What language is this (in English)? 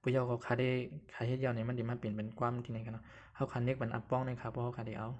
Shan